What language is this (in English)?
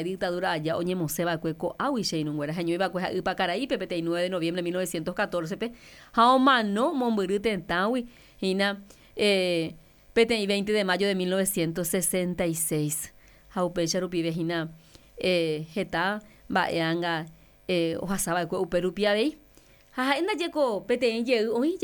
Guarani